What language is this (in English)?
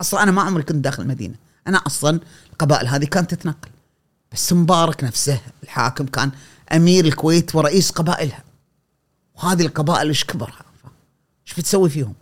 Gulf Arabic